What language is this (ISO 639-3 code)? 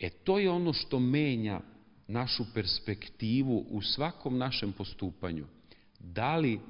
srp